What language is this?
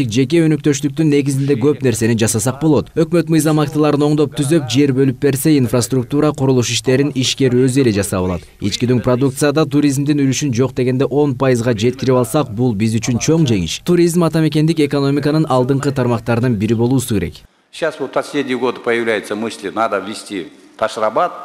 Kyrgyz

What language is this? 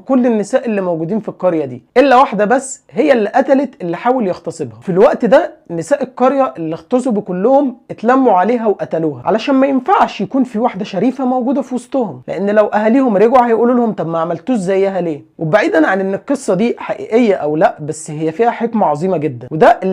Egyptian Arabic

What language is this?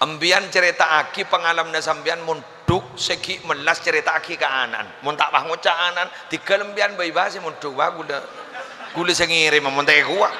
Madurese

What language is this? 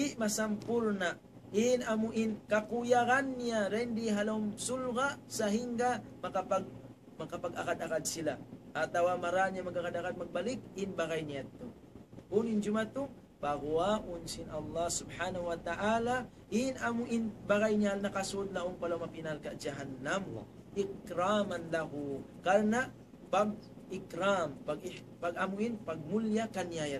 Tausug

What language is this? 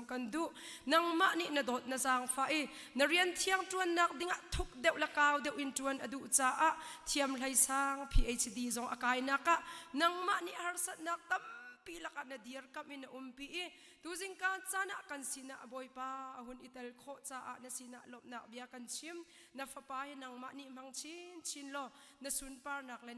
Hakha Chin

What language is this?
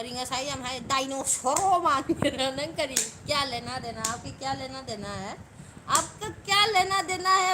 Manipuri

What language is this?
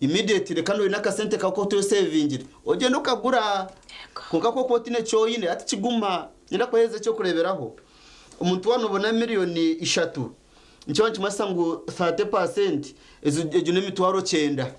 Nyankole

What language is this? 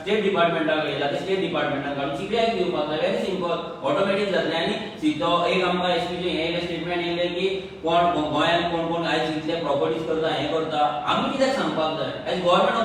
Konkani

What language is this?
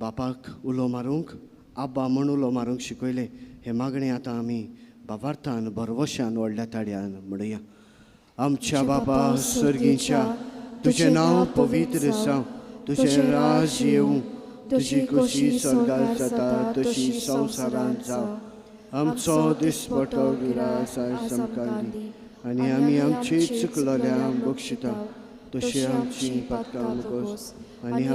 Konkani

